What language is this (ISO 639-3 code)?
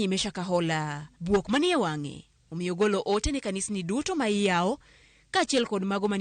luo